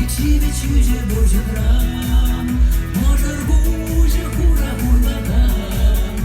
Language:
Chuvash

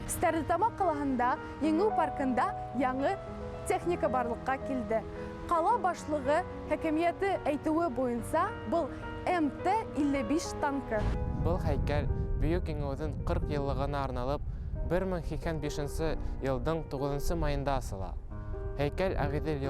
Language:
Bashkir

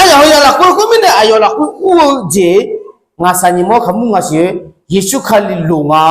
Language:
Akha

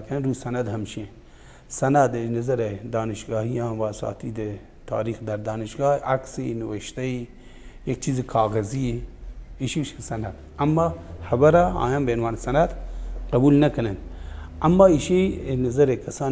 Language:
Baluchi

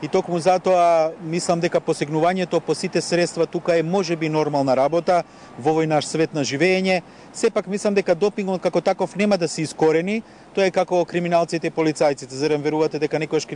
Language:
Macedonian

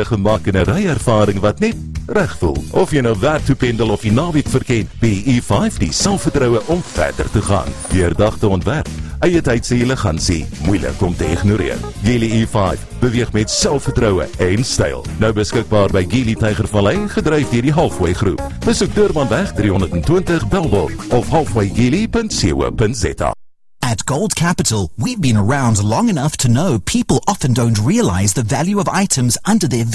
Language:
Afrikaans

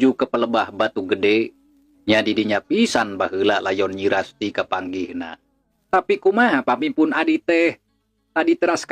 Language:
Sundanese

